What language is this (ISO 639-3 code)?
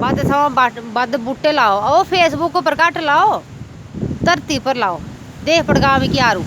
doi